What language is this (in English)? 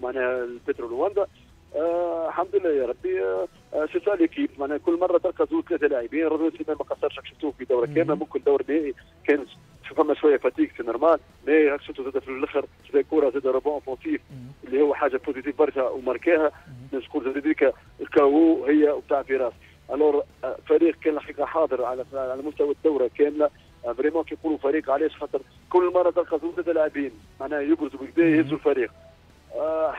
Tunisian Arabic